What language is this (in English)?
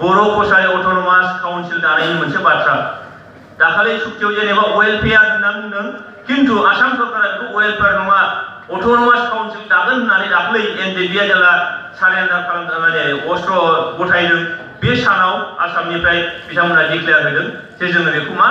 Bodo